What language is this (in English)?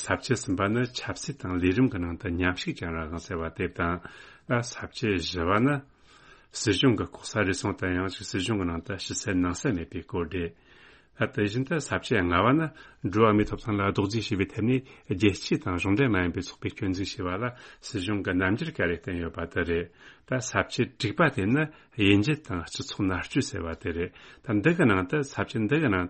Tibetan